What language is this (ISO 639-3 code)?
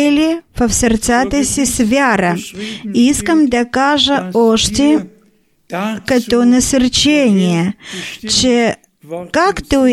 bul